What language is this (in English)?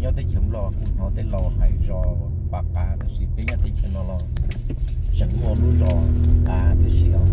Hmong